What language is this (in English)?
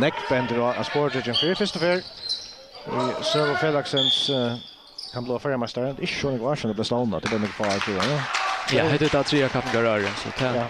Faroese